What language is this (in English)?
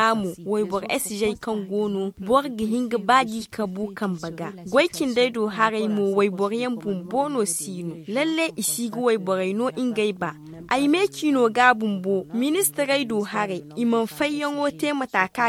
Zarma